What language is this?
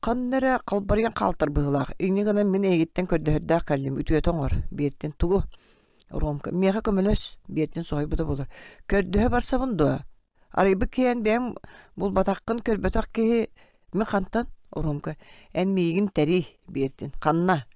Yakut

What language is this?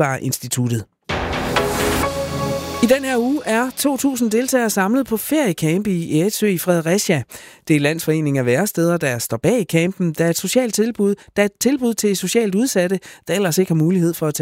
Danish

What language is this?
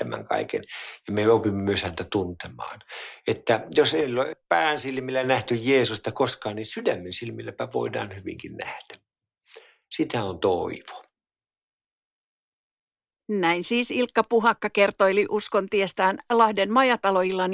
Finnish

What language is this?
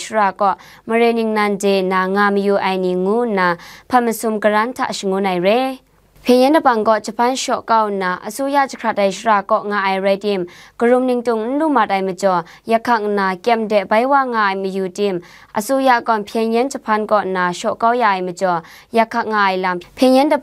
Kachin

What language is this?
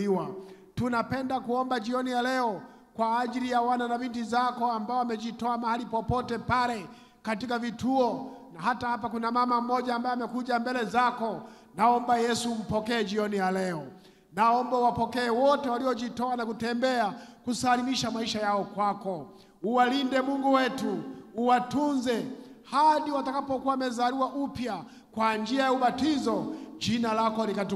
Swahili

